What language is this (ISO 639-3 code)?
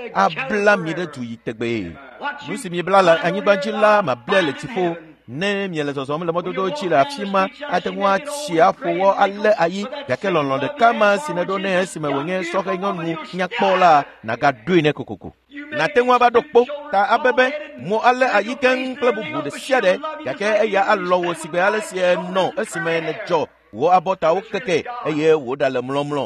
ewe